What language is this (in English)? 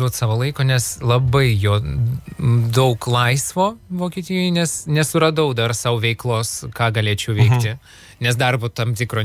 Lithuanian